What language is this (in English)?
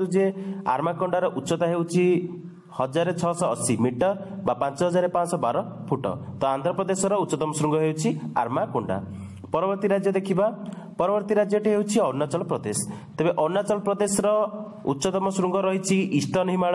Odia